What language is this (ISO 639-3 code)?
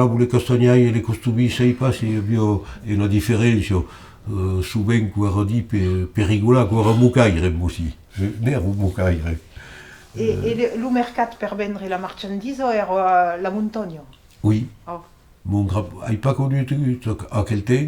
oci